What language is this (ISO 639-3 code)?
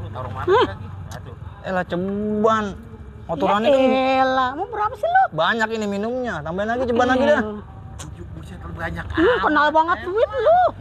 bew